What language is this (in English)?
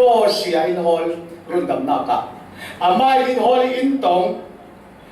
Falam Chin